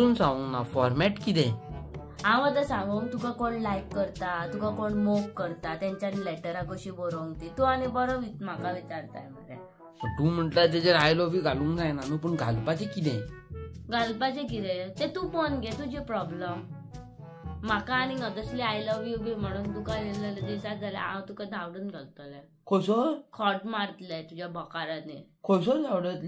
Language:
Konkani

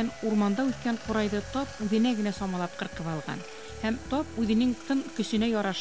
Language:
Bashkir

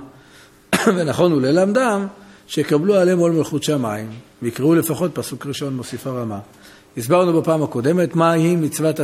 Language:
Hebrew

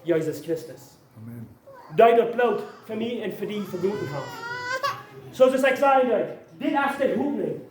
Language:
Plautdietsch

